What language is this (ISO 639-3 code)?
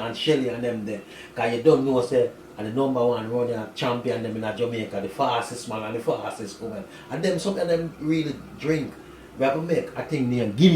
jam